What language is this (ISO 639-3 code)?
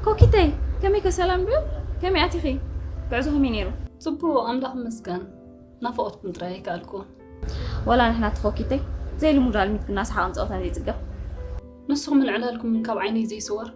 tir